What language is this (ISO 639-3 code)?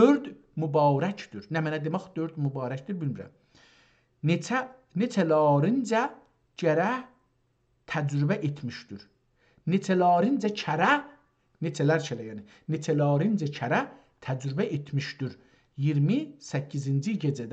azb